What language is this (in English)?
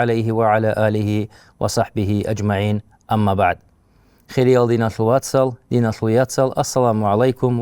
Avaric